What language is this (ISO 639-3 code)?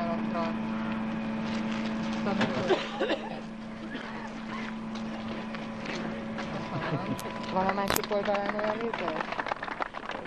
hun